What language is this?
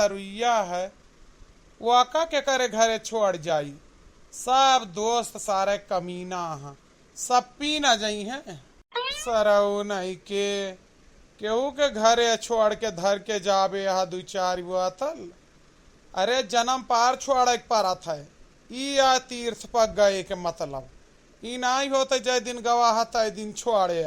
Awadhi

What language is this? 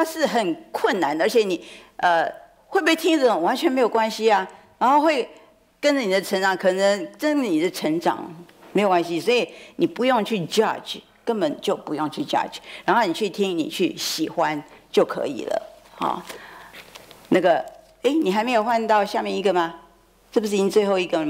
Chinese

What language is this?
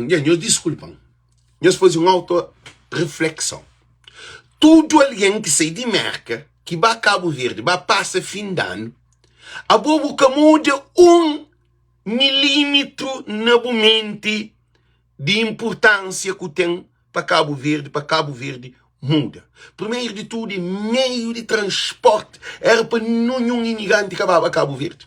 Kabuverdianu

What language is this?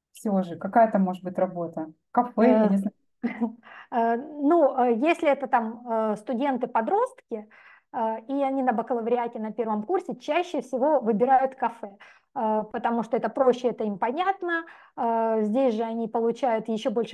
Russian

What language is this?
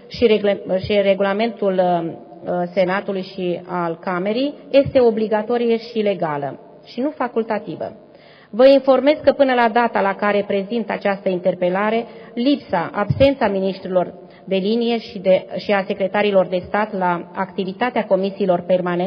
Romanian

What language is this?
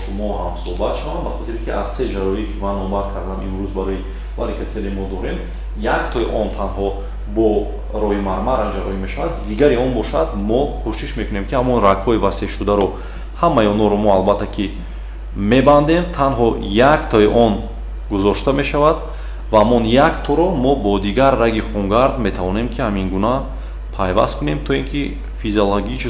Tajik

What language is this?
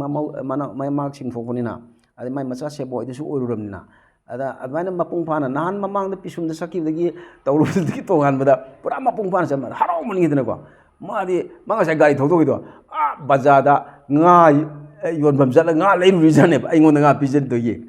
Manipuri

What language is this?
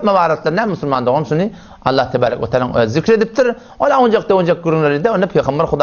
Turkmen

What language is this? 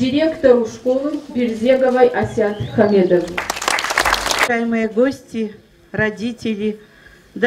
Russian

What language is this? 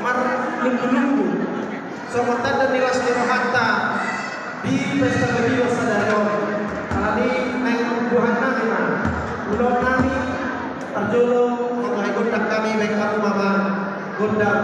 Batak Toba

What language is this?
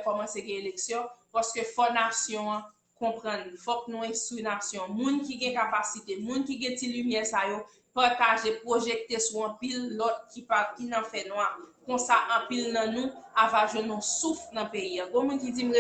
Haitian Creole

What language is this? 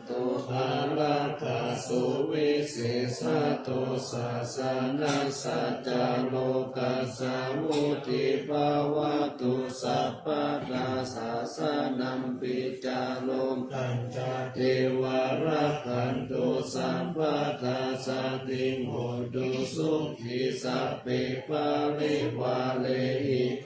Pali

